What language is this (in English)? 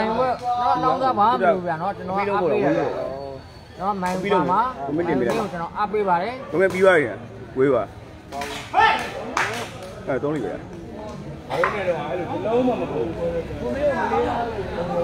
Burmese